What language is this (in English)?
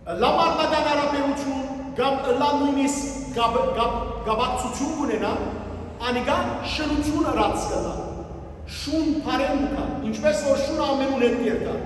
Western Armenian